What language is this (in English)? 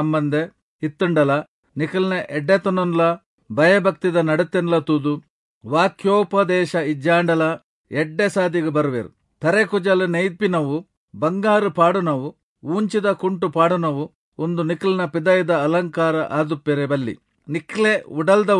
Tulu